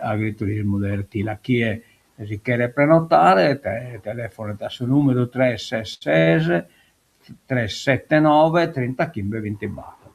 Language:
Sardinian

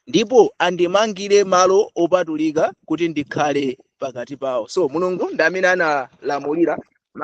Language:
Nyanja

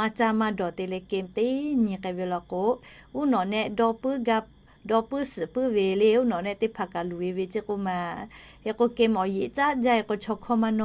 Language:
Lahu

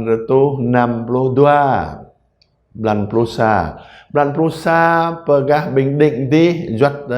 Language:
Jarai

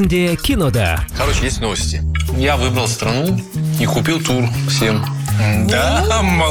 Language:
Kazakh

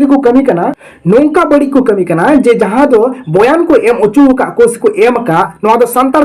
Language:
Santali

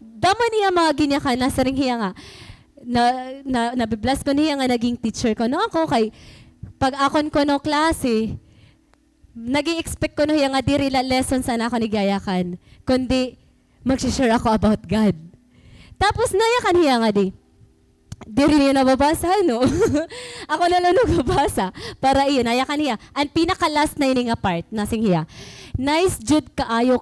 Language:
Waray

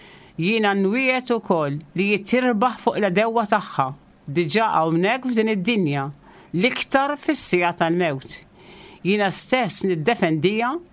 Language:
Maltese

